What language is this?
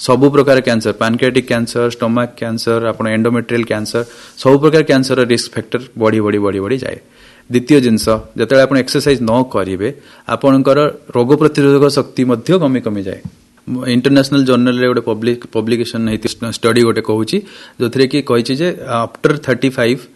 Odia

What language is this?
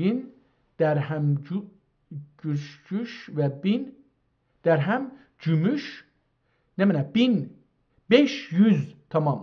South Azerbaijani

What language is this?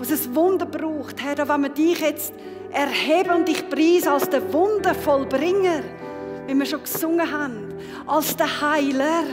Swiss German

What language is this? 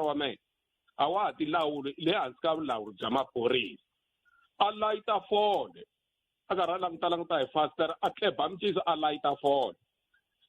Tsonga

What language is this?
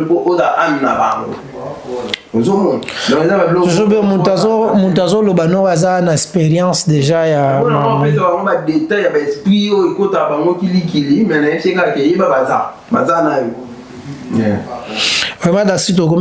Lingala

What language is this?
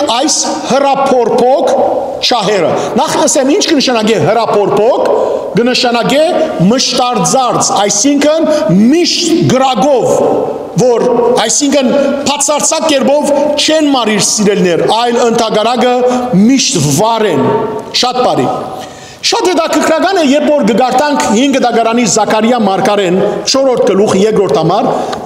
Western Armenian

